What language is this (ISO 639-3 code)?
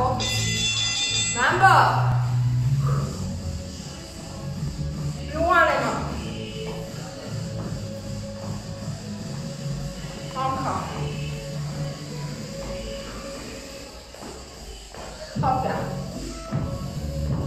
fra